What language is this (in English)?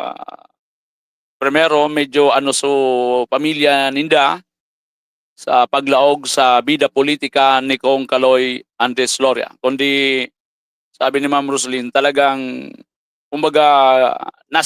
Bikol